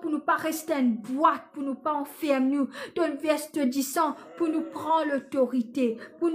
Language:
Morisyen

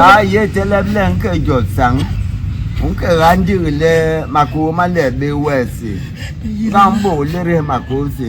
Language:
Basaa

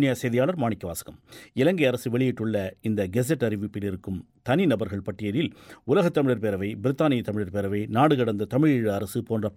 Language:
Tamil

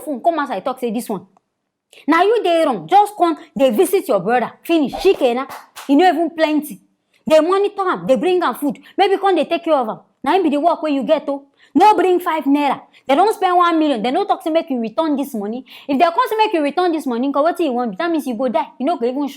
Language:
Nigerian Pidgin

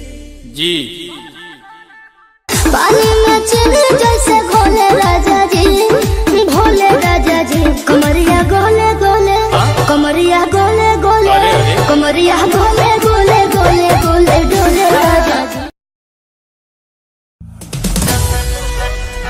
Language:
Bhojpuri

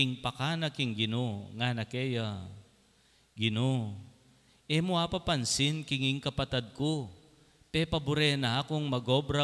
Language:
Pampanga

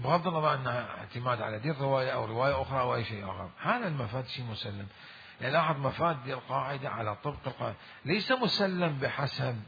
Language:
Mesopotamian Arabic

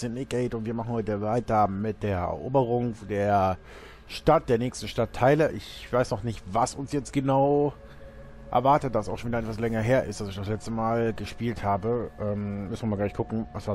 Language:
German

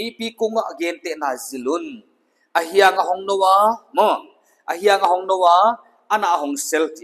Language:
Paite Chin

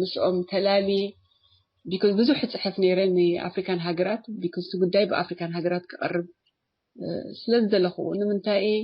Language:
Tigrinya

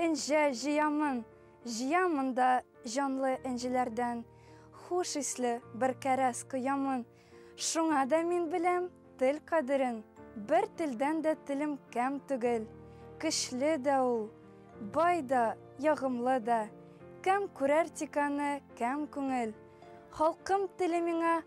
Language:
Bashkir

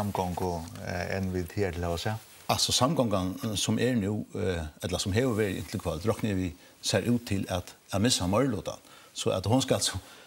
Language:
Faroese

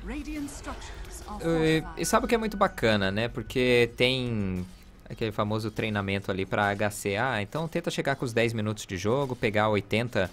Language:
Portuguese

